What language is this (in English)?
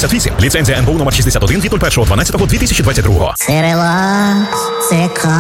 Ukrainian